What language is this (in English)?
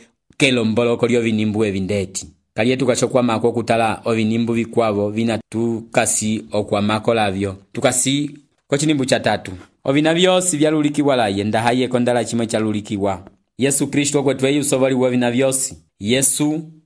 Umbundu